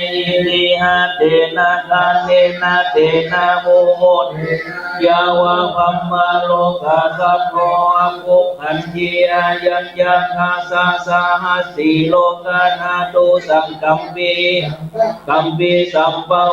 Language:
Pali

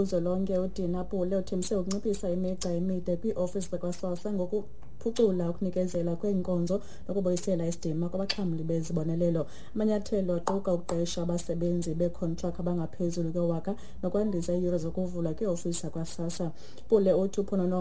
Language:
Xhosa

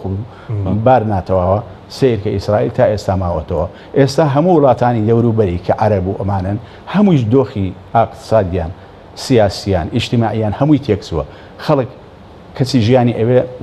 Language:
Central Kurdish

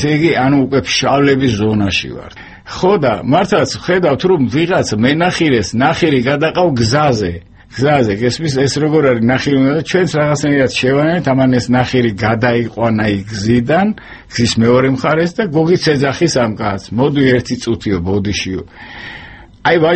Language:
Georgian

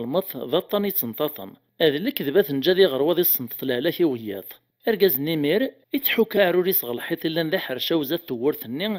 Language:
Kabyle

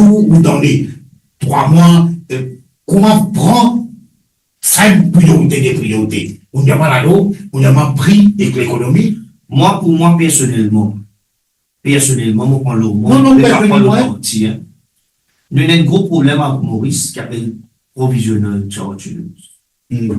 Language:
Morisyen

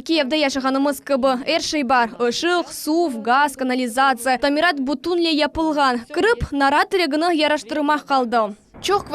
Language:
Crimean Tatar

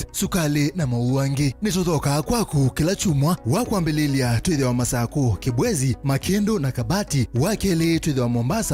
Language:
Kamba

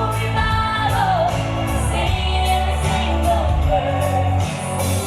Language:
Tangkhul Naga (India)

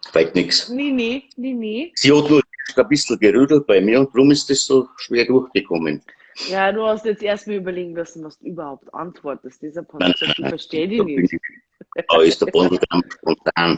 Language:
Bavarian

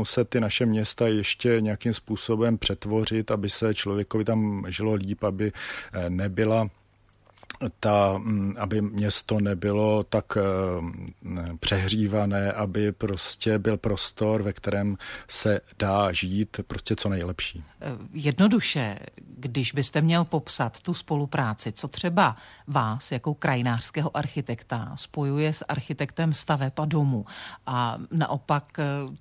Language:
Czech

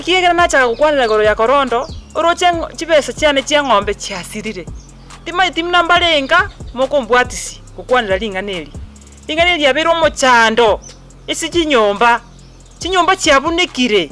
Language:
Gusii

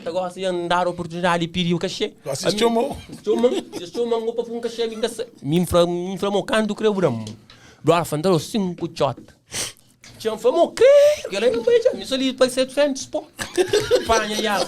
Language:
Kabuverdianu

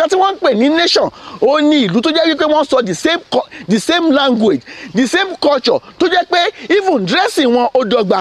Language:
Yoruba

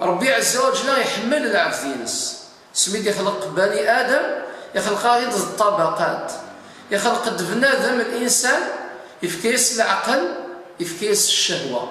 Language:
Kabyle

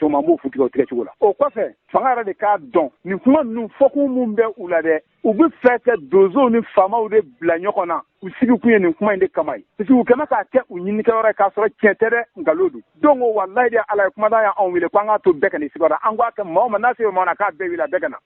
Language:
Bambara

